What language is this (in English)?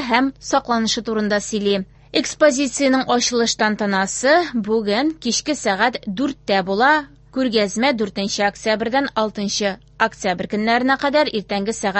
Tatar